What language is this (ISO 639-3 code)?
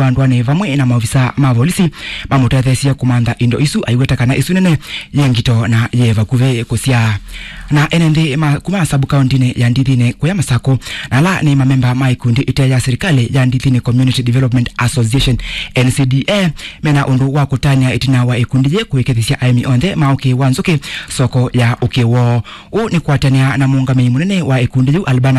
kam